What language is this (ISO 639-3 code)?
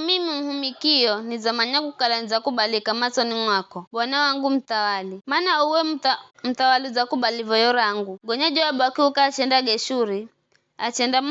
nyf